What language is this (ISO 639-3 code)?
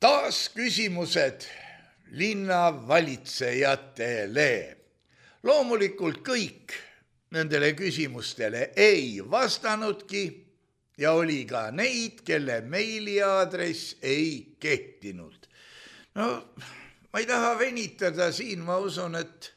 est